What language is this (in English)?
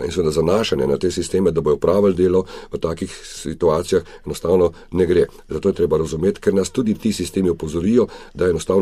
Slovenian